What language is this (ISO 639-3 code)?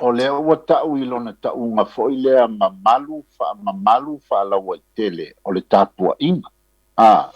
smo